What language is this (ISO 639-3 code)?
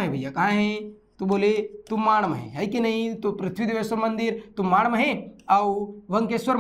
hne